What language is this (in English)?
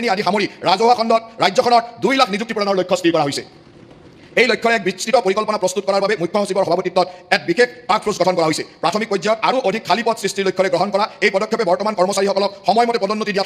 Assamese